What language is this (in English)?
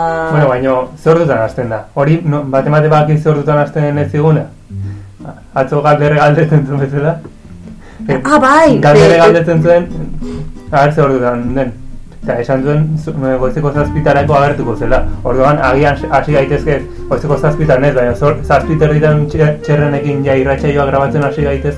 Basque